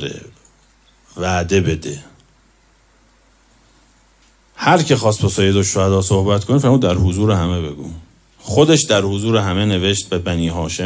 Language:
Persian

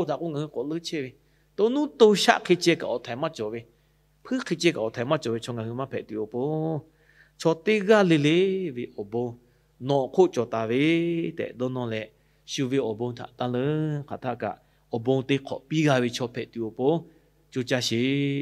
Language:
Lahu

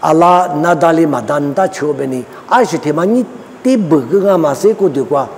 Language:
Lisu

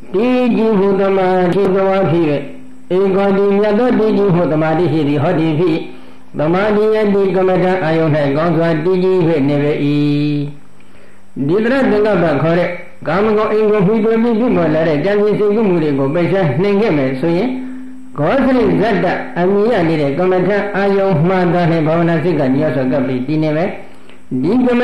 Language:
Burmese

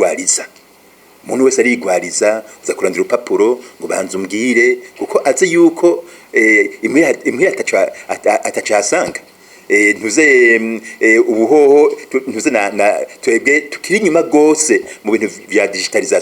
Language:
Rundi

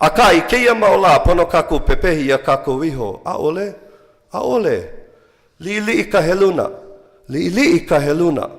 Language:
Hawaiian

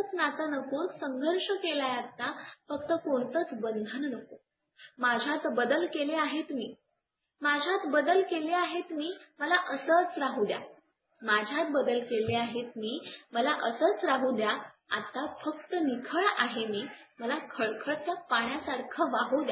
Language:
Marathi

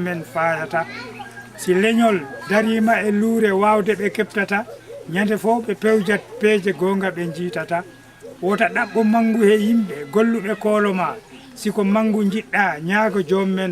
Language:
Fula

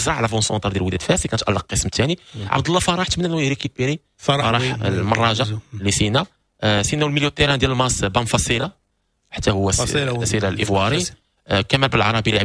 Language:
Moroccan Arabic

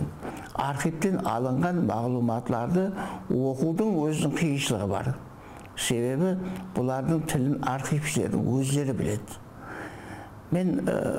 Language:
Kara-Kalpak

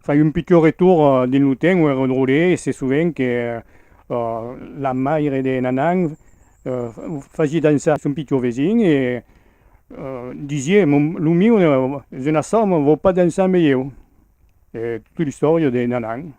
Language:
Occitan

